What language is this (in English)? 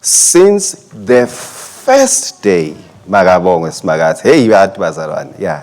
Swati